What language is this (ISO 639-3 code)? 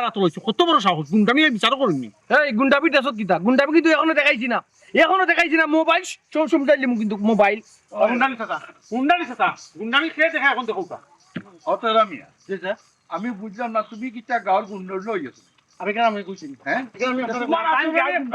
syl